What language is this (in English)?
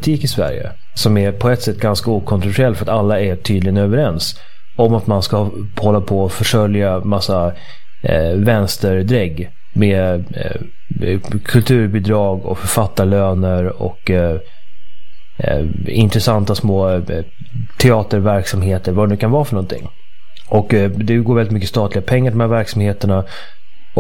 Swedish